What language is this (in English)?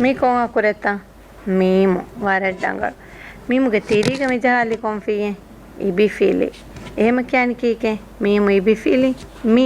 Divehi